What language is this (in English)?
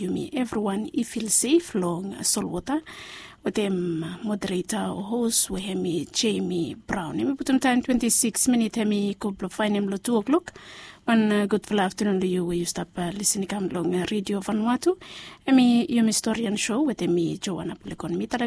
Bislama